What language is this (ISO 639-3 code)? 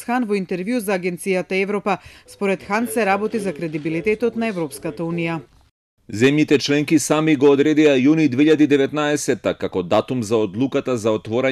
mkd